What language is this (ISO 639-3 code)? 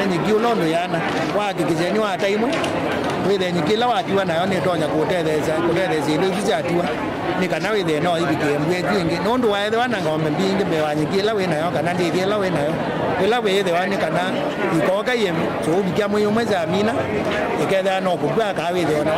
kam